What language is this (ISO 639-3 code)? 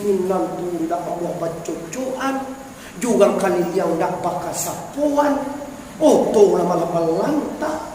min